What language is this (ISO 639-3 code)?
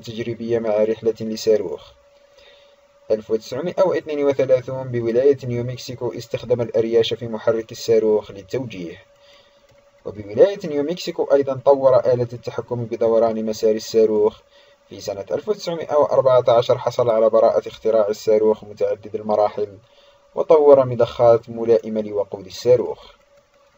ara